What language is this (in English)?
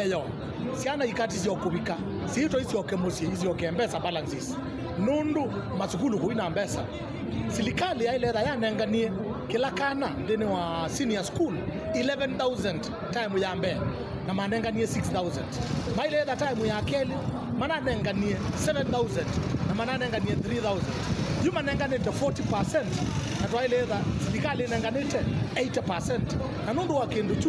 Kamba